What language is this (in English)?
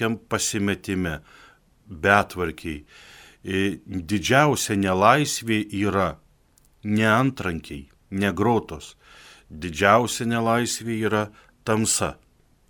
Lithuanian